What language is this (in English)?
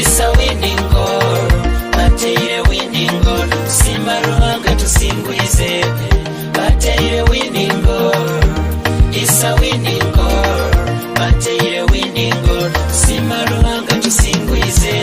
Nyoro